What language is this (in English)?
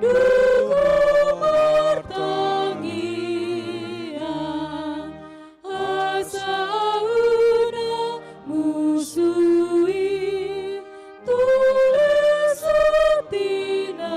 Batak Toba